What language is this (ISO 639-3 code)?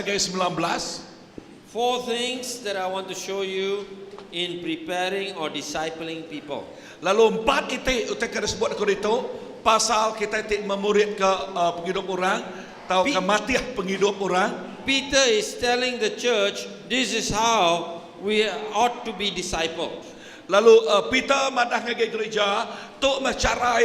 iba